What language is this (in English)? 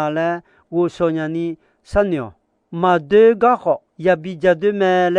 Akha